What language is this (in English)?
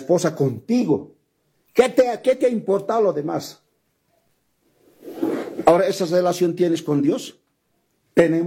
Spanish